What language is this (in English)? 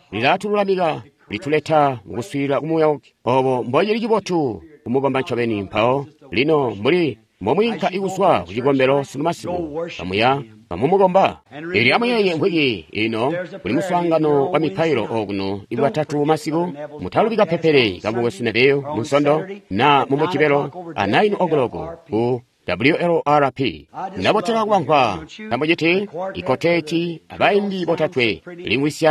Tonga (Zambia)